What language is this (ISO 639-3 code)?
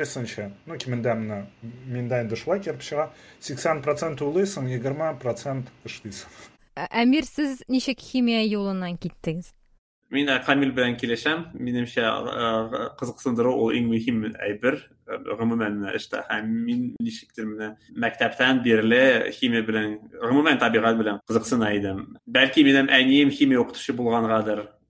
tat